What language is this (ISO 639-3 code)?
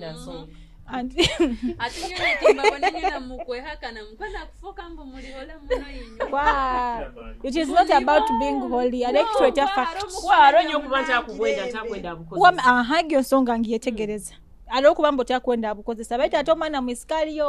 nyo